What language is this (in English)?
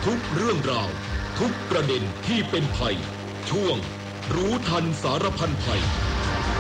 Thai